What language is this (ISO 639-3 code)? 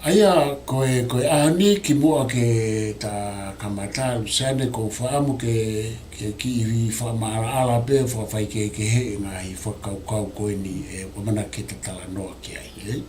ton